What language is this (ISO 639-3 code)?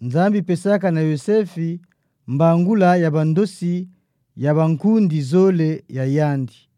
ktu